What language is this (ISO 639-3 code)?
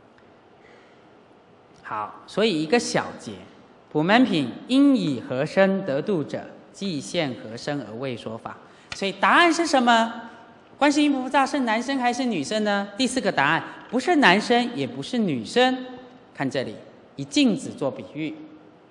zho